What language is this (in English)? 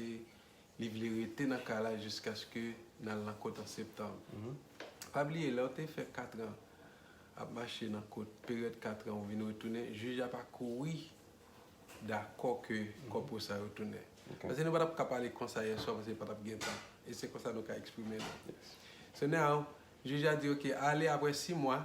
Haitian Creole